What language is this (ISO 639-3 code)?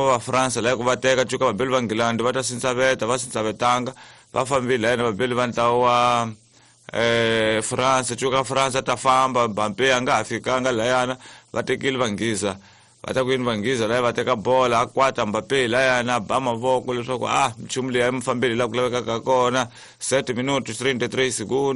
tso